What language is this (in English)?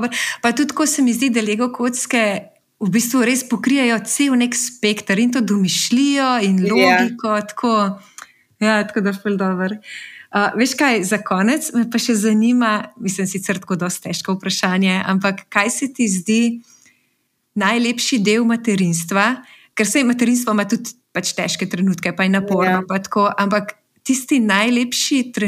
Slovenian